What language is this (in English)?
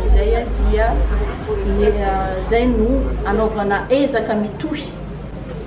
Malagasy